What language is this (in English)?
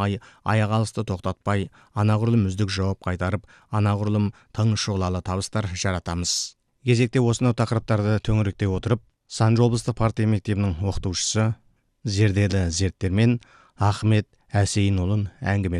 Kazakh